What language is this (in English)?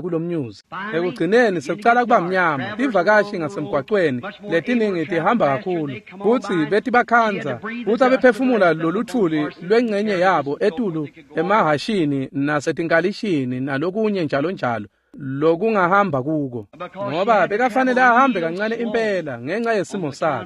Swati